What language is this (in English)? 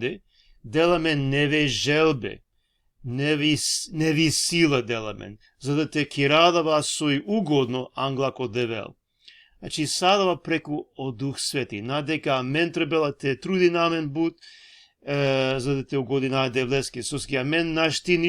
Balkan Romani